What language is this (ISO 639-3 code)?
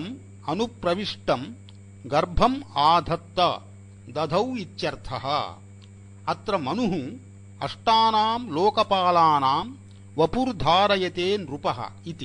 san